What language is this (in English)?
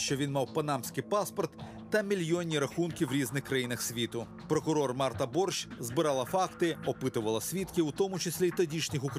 Ukrainian